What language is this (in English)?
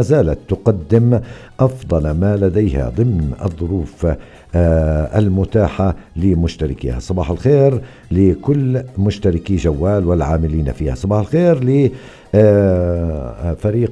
North Levantine Arabic